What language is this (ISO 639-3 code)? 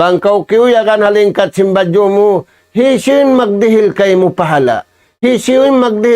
tsg